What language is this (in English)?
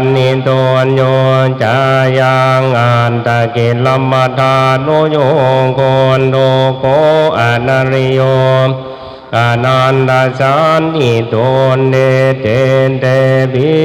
Pali